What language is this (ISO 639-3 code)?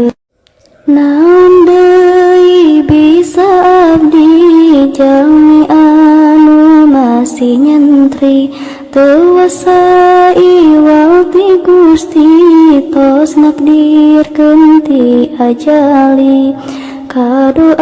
sun